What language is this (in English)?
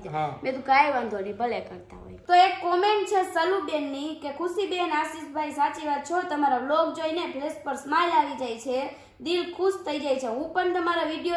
Gujarati